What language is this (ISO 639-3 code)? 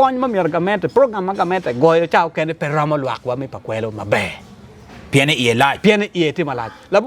ach